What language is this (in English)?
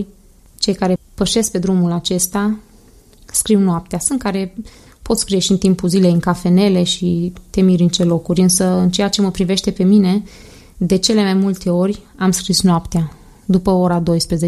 Romanian